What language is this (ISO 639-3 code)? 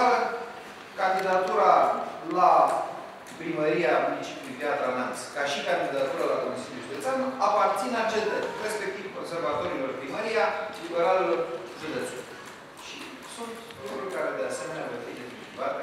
ron